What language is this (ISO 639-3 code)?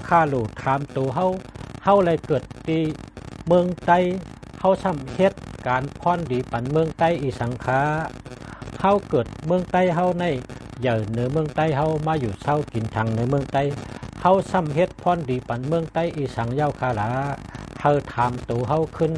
shn